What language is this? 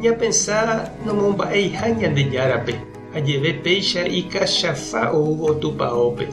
Guarani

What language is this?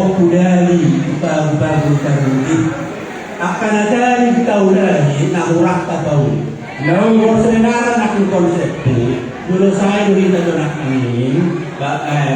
Batak Toba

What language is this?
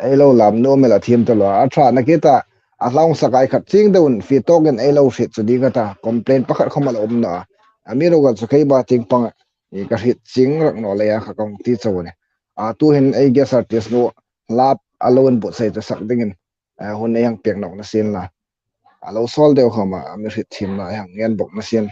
Hmar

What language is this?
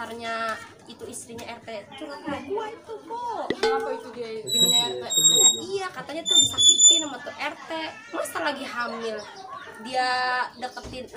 Betawi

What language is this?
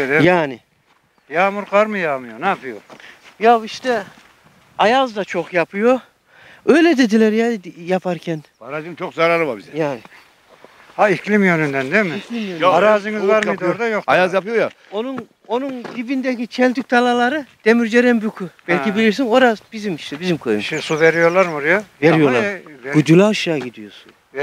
Turkish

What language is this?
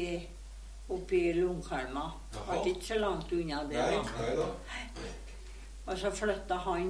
Norwegian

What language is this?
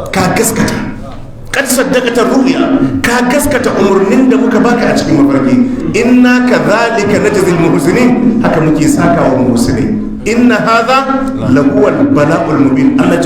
Hausa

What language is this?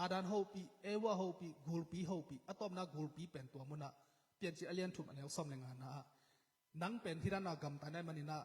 Tedim Chin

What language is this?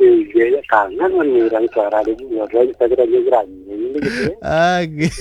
Balinese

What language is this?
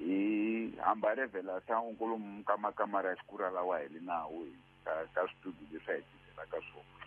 Tsonga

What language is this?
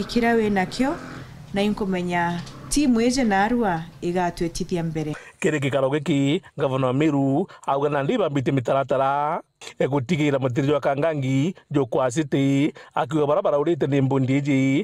Meru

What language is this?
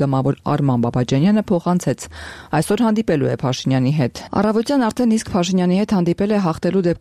Armenian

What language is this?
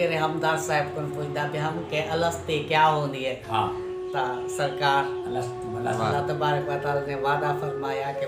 Saraiki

